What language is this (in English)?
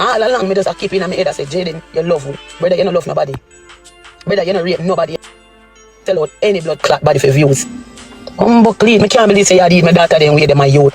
Jamaican Creole English